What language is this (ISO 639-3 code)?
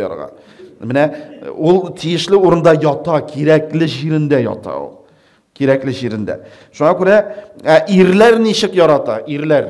tat